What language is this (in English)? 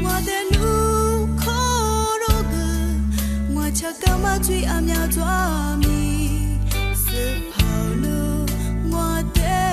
Lisu